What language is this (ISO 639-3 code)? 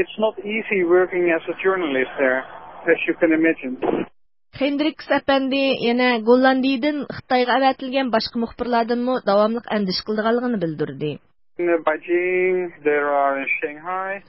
uig